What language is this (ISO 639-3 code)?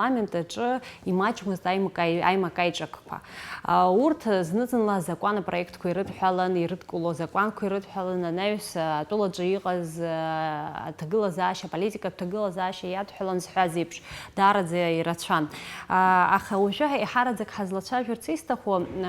abk